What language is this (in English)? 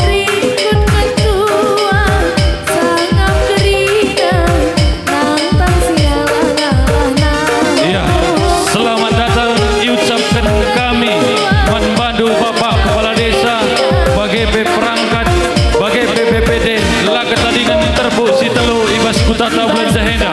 Batak Karo